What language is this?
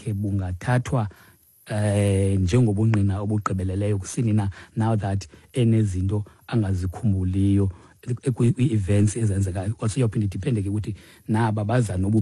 Xhosa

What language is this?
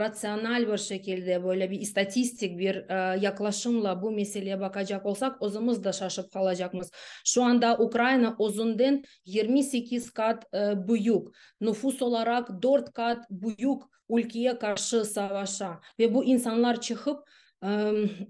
Crimean Tatar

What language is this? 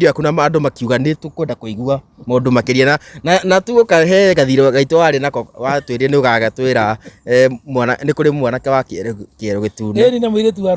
Kikuyu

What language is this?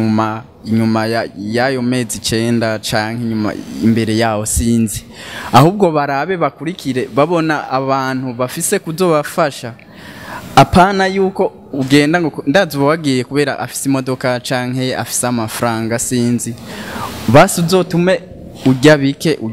Rundi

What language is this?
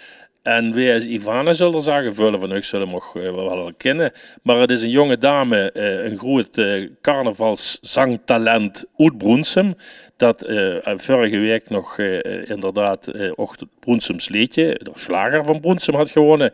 Limburgish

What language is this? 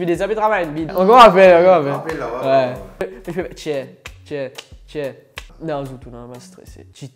Morisyen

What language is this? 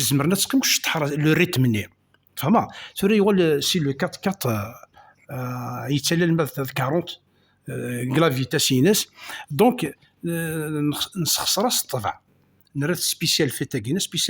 Kabyle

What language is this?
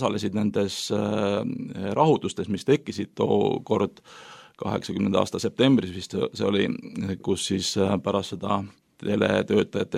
Estonian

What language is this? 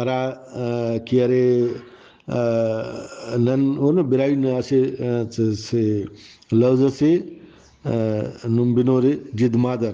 Brahui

